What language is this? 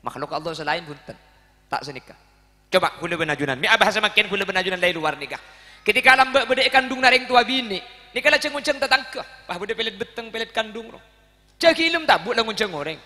Madurese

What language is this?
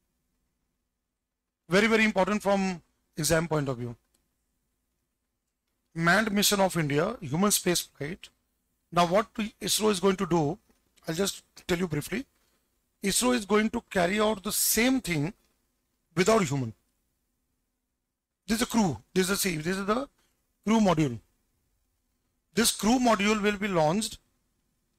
Hindi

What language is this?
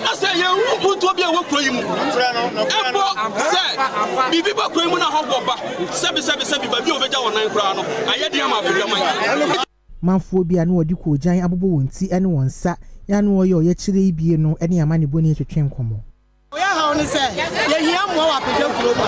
Akan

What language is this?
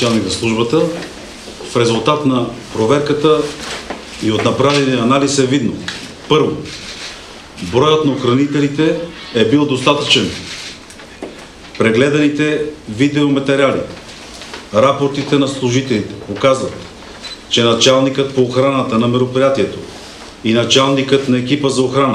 Bulgarian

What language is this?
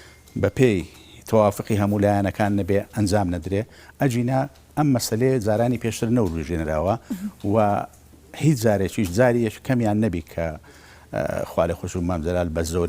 Central Kurdish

